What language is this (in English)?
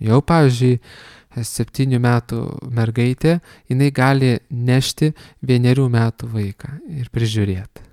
Lithuanian